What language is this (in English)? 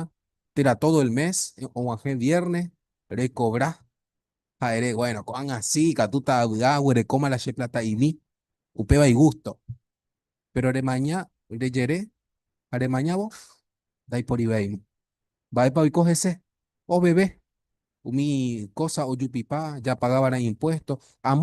Guarani